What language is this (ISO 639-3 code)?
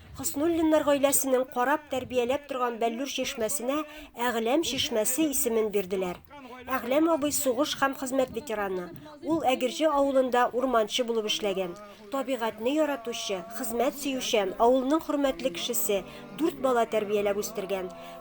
tat